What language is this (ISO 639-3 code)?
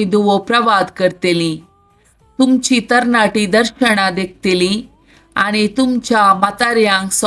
kok